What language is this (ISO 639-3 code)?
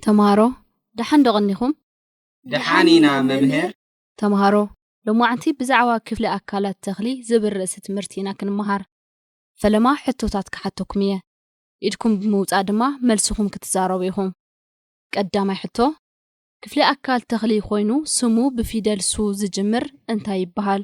tir